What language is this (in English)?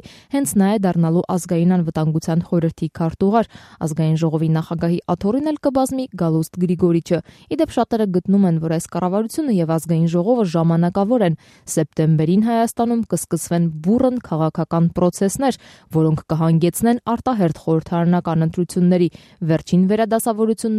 Armenian